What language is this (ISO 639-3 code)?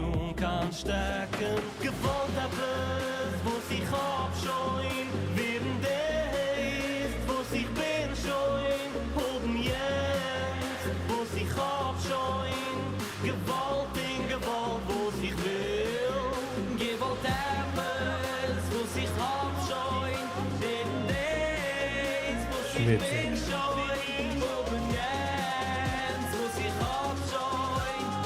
yid